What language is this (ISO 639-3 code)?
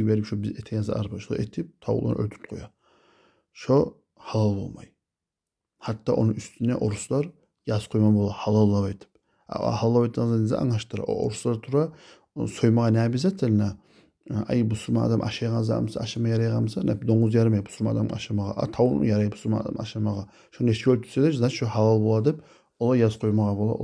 kum